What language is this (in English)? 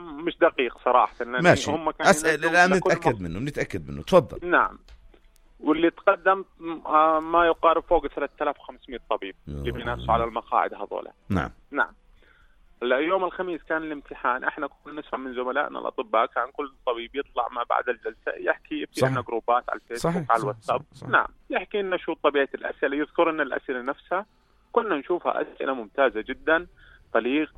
North Levantine Arabic